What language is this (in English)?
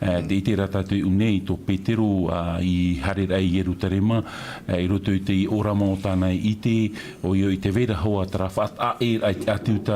Tahitian